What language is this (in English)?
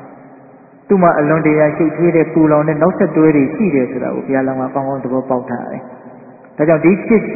Burmese